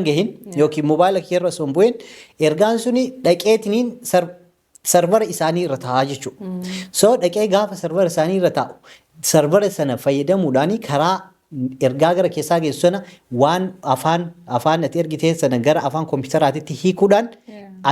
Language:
Oromo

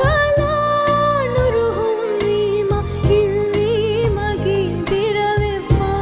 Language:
Divehi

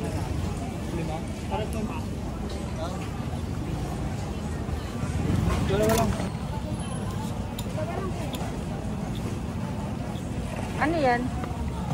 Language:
Filipino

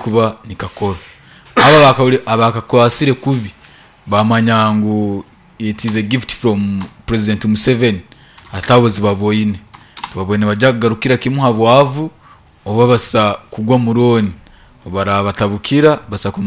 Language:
Nyoro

